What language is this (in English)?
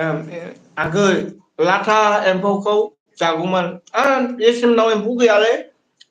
Bodo